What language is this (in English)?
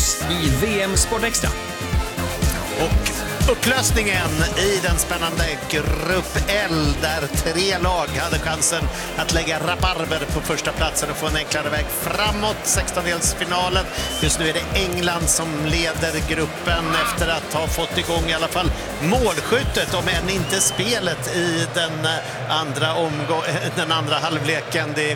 Swedish